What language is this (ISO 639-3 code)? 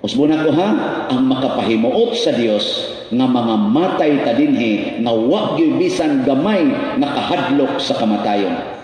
ceb